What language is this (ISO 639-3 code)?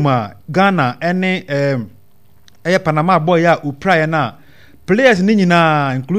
aka